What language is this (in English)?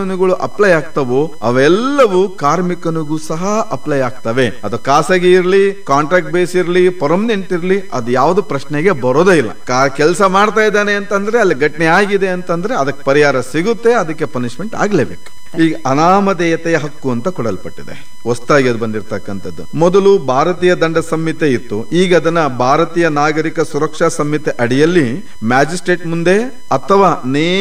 Kannada